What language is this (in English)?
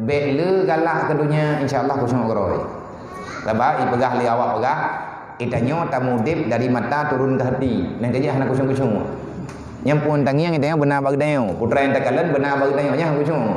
Achinese